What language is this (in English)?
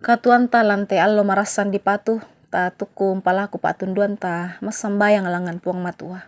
Toraja-Sa'dan